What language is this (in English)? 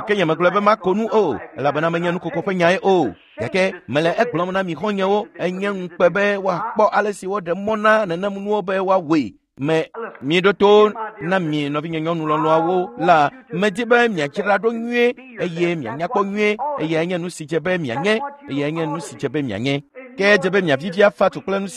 Ewe